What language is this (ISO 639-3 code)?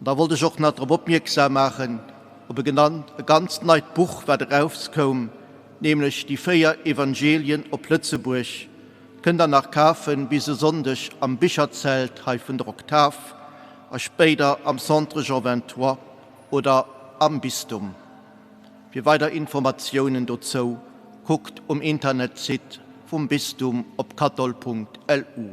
ltz